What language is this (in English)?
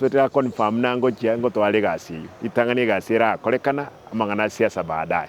Gusii